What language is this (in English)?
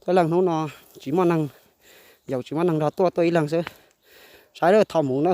Hmong